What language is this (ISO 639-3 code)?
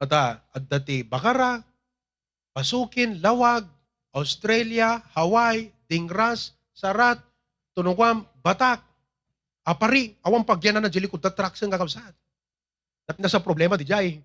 ilo